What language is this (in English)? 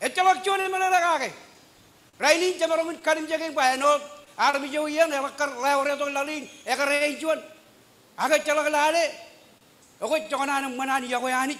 Marshallese